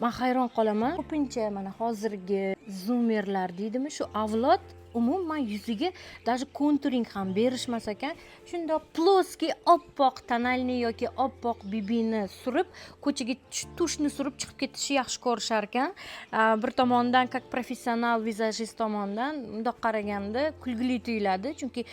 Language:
Uzbek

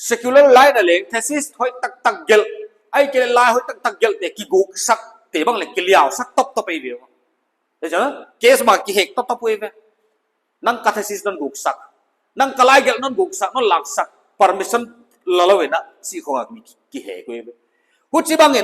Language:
Paite Chin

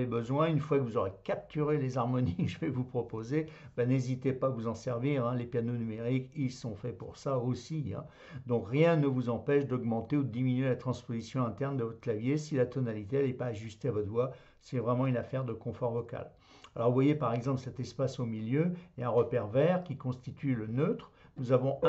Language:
French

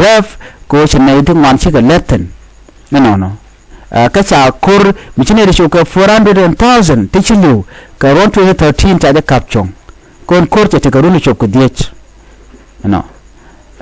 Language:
Nuer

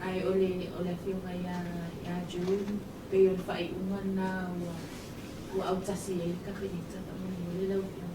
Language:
Samoan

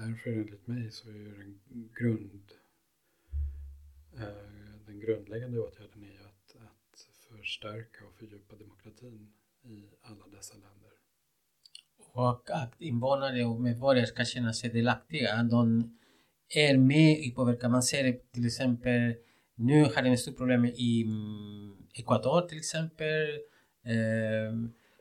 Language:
Swedish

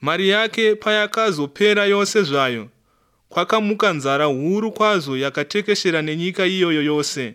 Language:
Shona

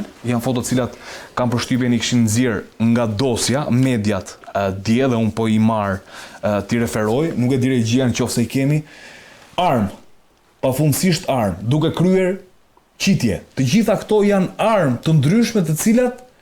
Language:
Albanian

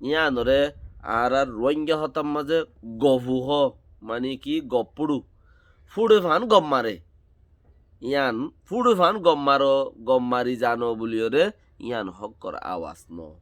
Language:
Rohingya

